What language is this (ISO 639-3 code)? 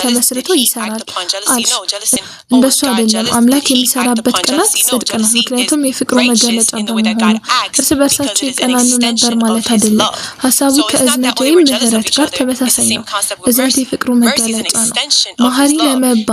amh